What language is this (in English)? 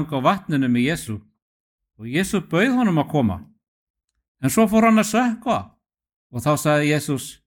Icelandic